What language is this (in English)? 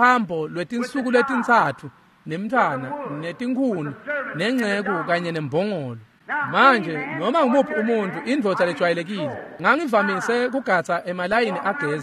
Swati